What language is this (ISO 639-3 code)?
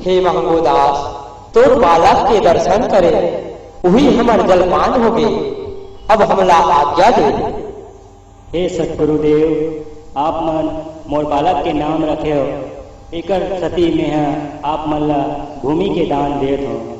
hne